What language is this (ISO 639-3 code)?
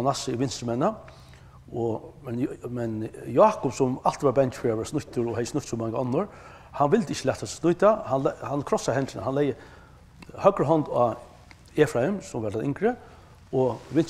fao